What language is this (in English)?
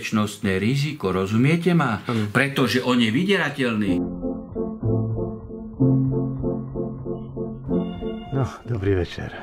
Slovak